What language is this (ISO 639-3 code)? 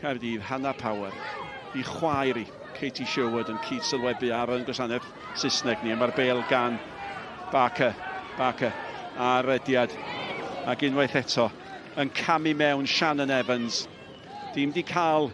cym